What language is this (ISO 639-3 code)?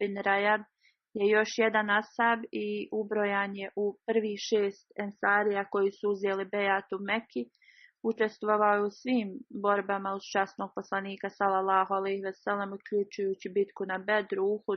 bos